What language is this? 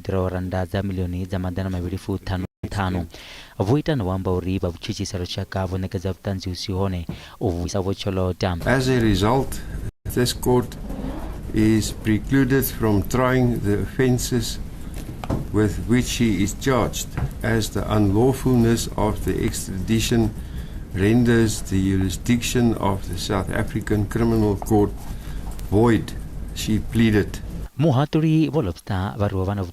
Venda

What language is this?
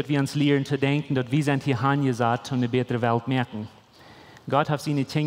Plautdietsch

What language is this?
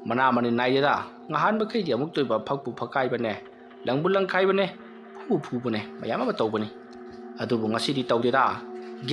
Manipuri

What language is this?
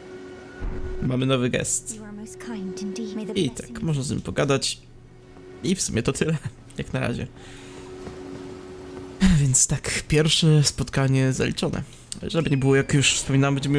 Polish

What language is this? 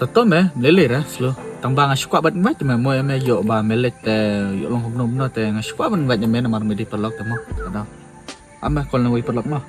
Khasi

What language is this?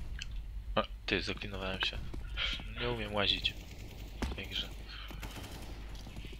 Polish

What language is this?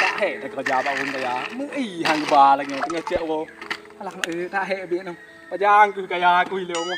Achinese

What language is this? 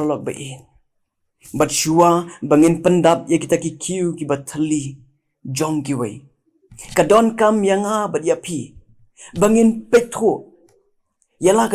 Khasi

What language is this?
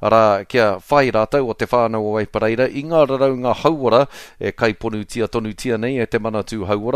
Māori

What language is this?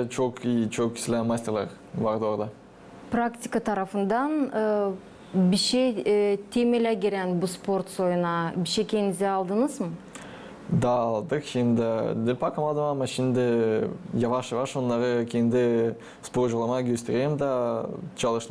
Gagauz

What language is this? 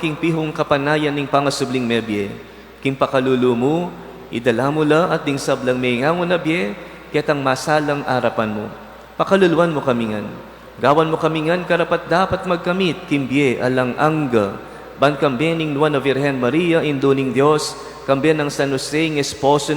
Pampanga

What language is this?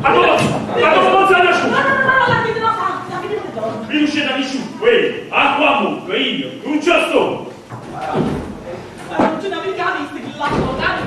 Neapolitan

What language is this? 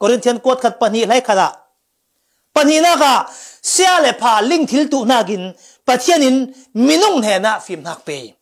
Falam Chin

